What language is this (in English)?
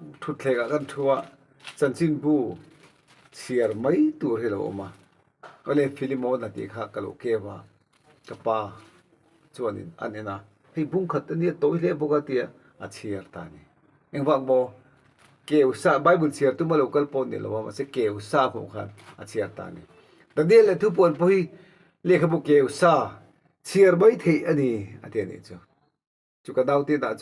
Mizo